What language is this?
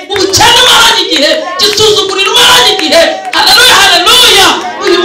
Kinyarwanda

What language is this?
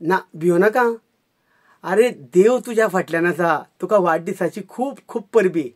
Konkani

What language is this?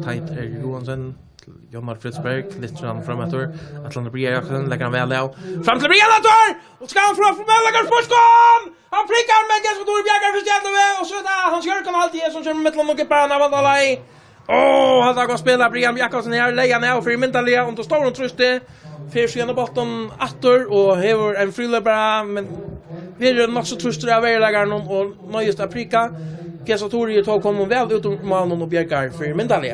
Faroese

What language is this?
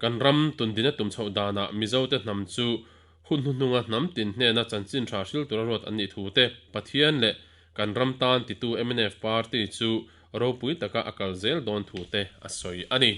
Mizo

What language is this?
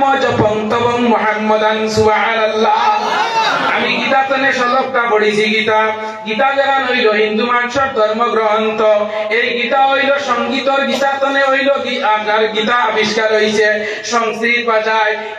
Sylheti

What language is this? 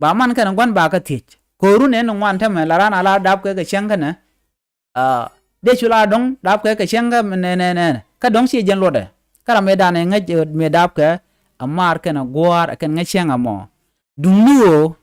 Nuer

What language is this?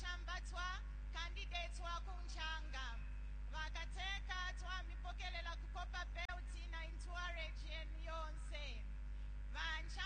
Bemba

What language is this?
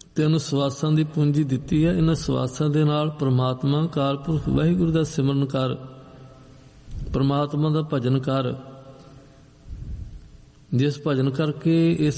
Punjabi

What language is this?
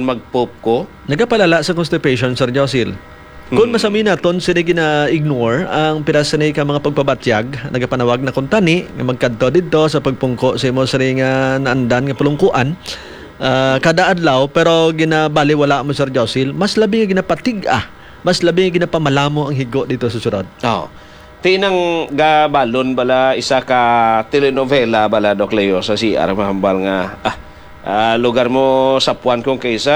Hiligaynon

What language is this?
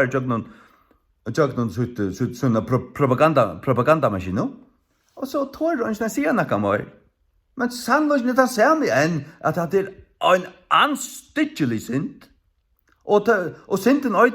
Faroese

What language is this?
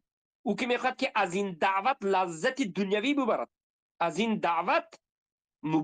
Tajik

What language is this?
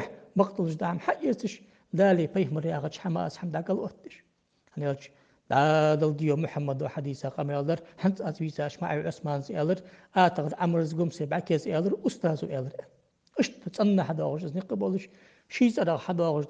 Ingush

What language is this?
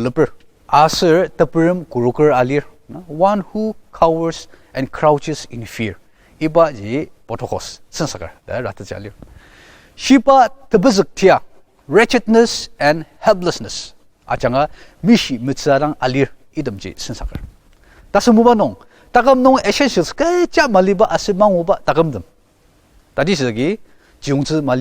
Ao Naga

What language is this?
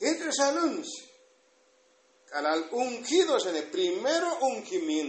Tzotzil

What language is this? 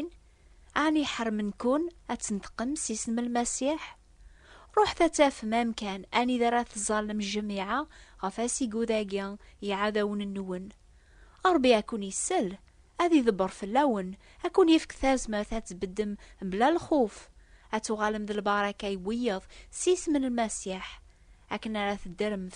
Kabyle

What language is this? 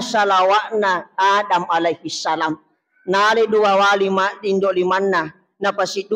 Buginese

